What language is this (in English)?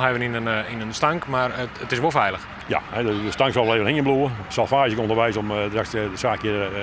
Western Frisian